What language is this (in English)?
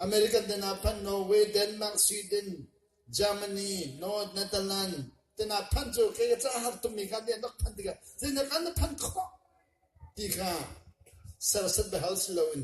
Hakha Chin